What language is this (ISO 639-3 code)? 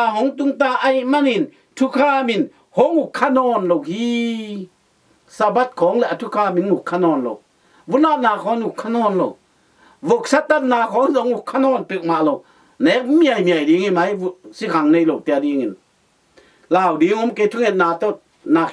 ctd